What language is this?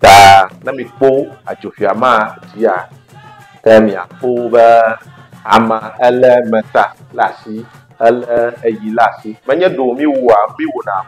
Ewe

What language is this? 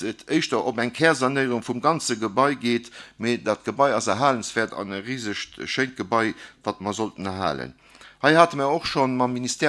Luxembourgish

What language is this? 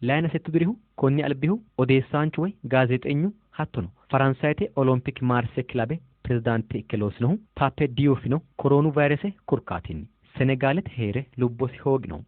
Sidamo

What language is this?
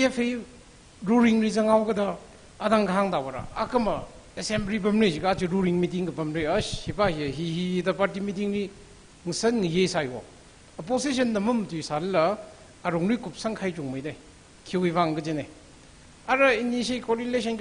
Tangkhul Naga (India)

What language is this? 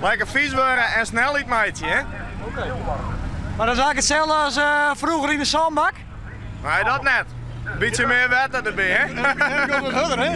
Western Frisian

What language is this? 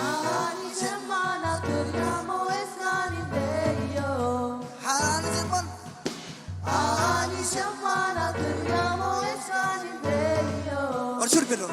Marshallese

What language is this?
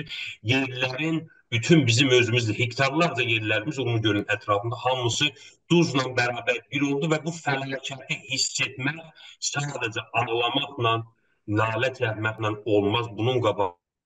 South Azerbaijani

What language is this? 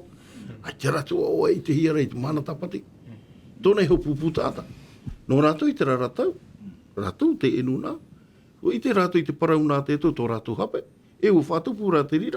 Tahitian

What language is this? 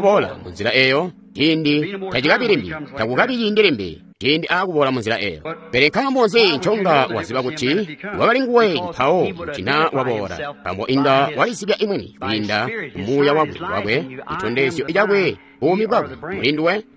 Tonga (Zambia)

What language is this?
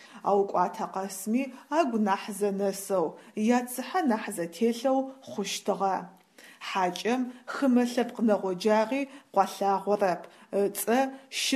Adyghe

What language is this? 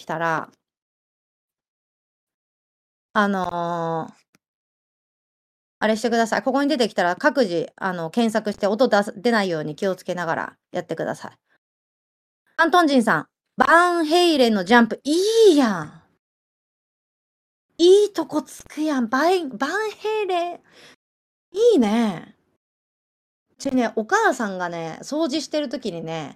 Japanese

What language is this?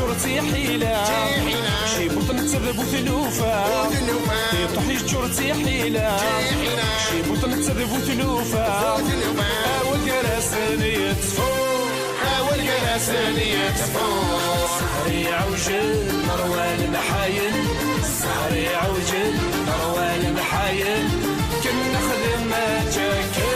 Kabyle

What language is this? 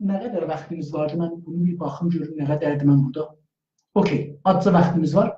South Azerbaijani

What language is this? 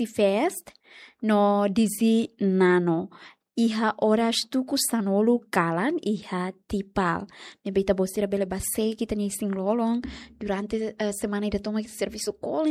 Tetum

